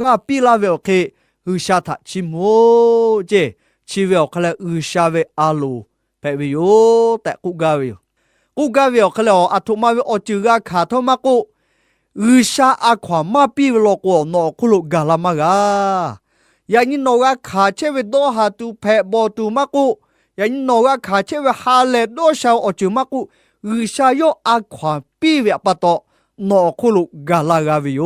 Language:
Lahu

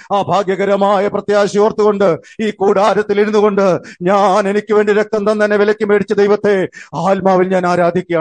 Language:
Malayalam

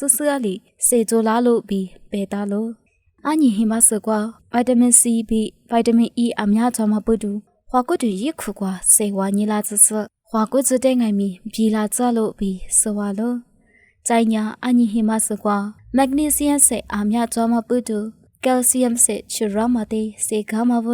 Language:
Lisu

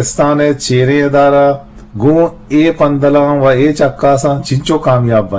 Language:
Eastern Balochi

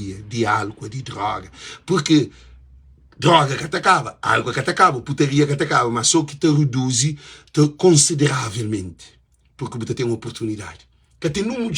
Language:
Kabuverdianu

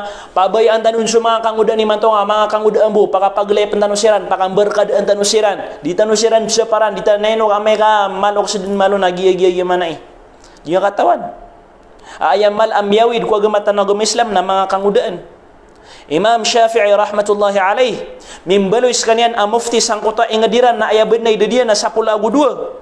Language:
Maranao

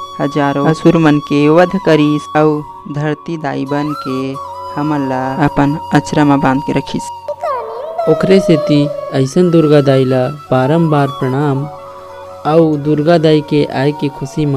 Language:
Chhattisgarhi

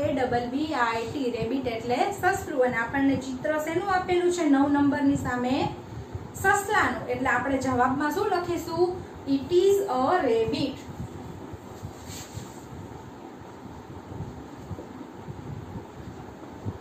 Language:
Gujarati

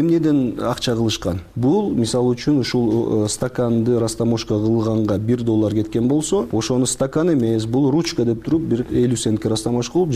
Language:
Kyrgyz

